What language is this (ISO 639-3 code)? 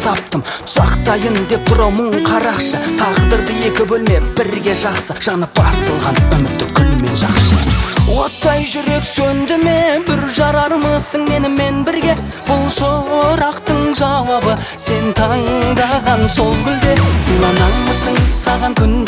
kaz